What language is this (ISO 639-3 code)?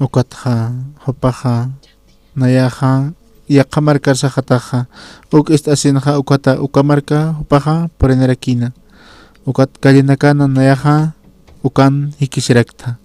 aym